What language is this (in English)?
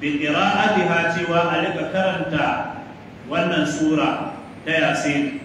Hausa